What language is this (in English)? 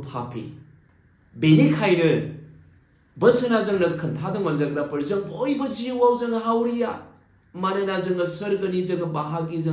Bodo